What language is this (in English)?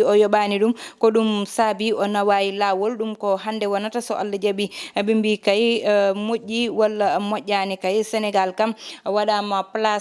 Fula